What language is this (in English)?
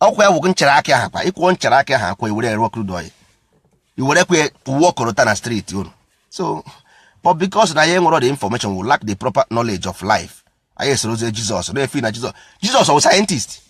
Igbo